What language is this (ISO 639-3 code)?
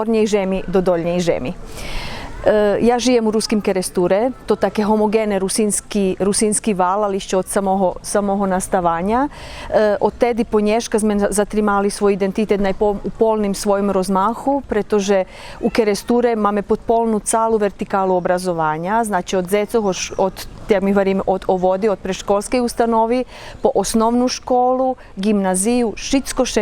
rue